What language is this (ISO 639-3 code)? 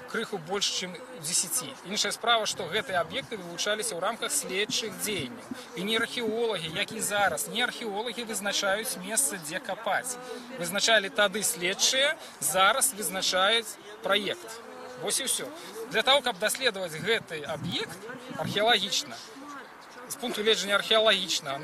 bel